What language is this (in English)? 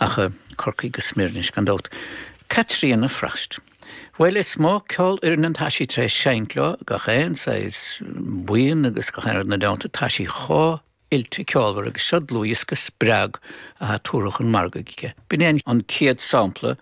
Irish